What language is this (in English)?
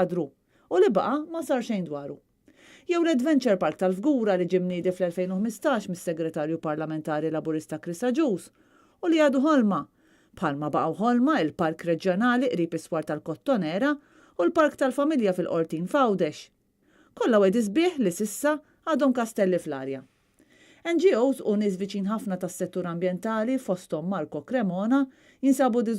Maltese